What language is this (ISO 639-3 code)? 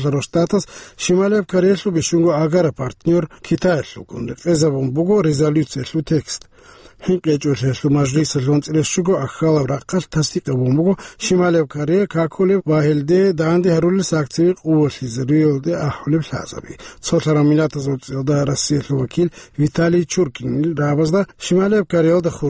ava